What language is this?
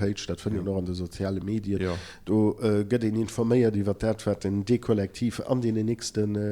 Luxembourgish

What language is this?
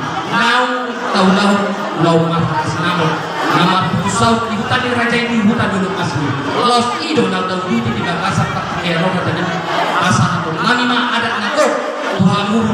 Batak Toba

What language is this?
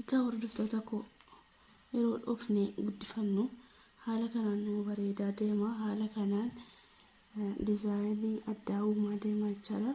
Oromo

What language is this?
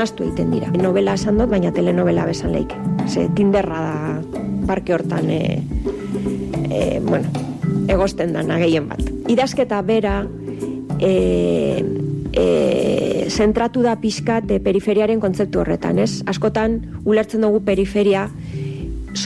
Basque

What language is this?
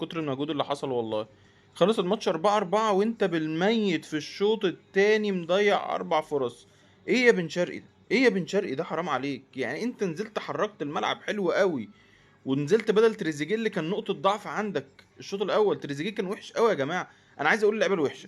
Egyptian Arabic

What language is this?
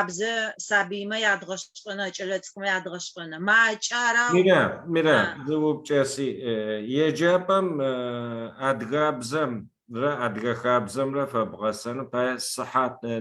Adyghe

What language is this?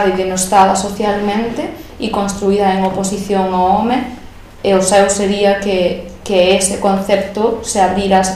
Galician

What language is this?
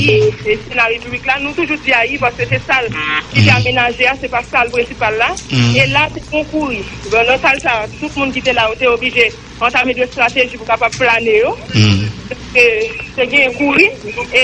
Haitian Creole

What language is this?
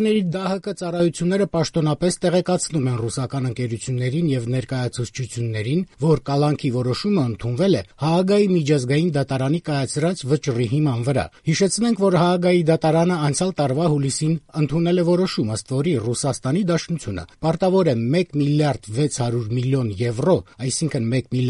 Armenian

